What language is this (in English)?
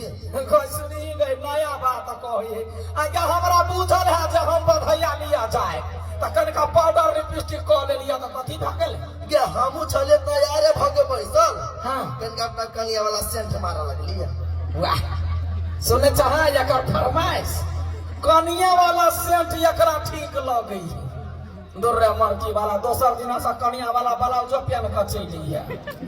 Maithili